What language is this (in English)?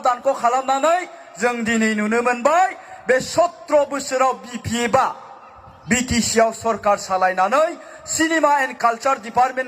Bodo